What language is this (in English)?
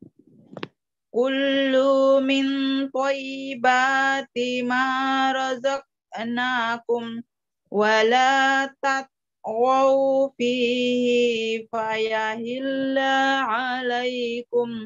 Arabic